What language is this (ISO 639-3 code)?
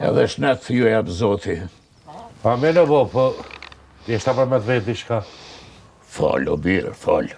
sqi